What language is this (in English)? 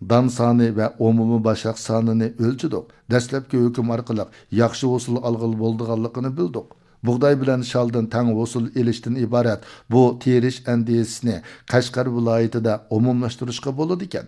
Uyghur